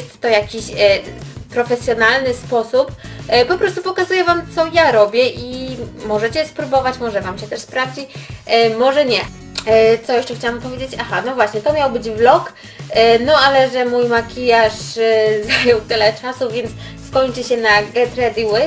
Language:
Polish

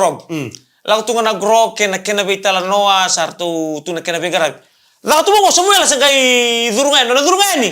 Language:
Fijian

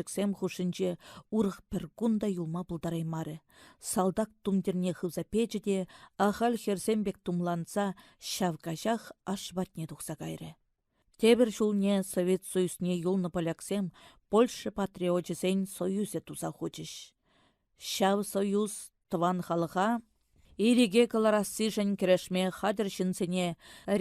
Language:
Chuvash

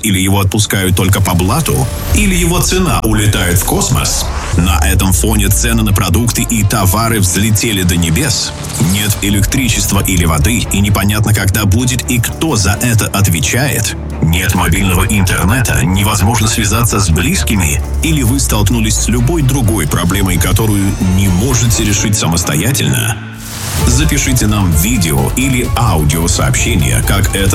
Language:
Russian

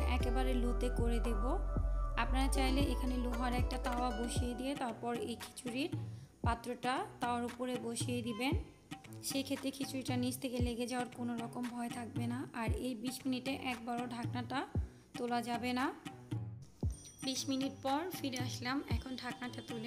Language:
Bangla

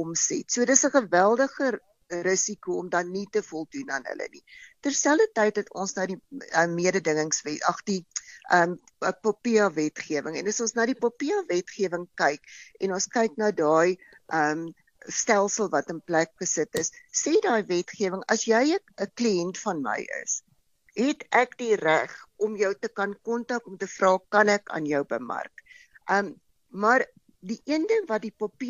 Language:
Afrikaans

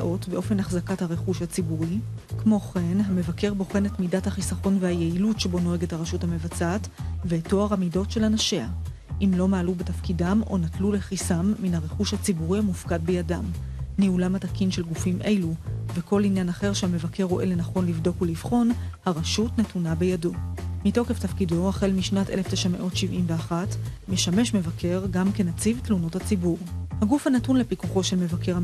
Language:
Hebrew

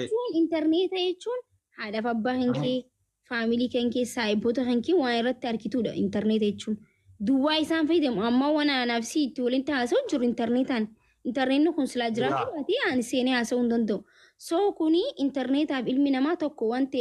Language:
Oromo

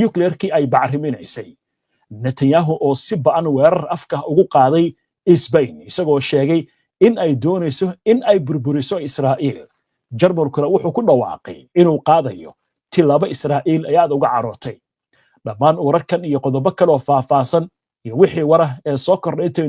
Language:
Somali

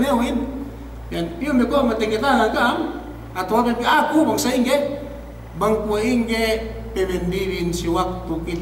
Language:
Yakan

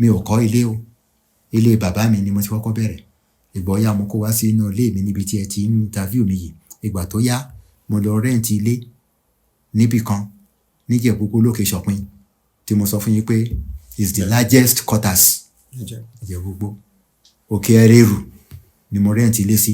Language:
Yoruba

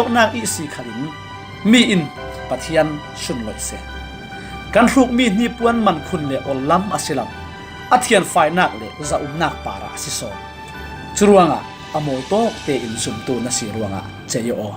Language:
Falam Chin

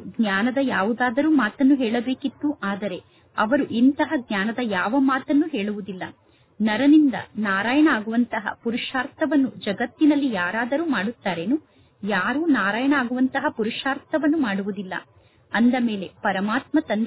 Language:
Kannada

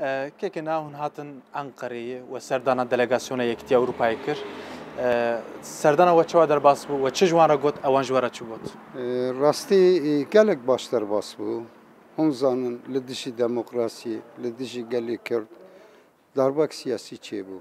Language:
Kurdish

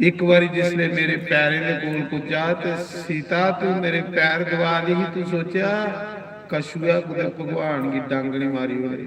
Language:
Dogri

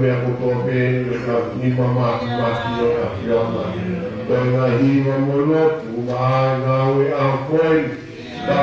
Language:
Tongan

